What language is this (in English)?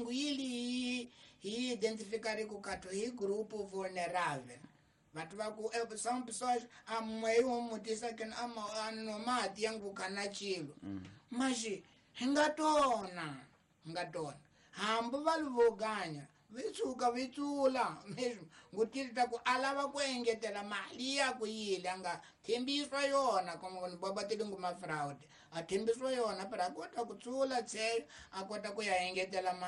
Tsonga